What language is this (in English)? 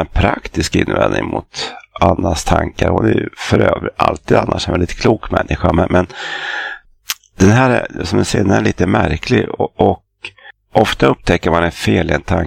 Swedish